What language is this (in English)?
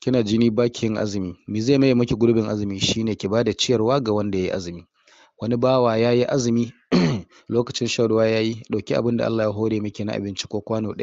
Hausa